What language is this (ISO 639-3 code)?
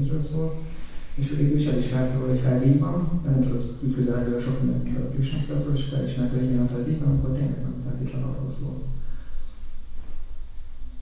hun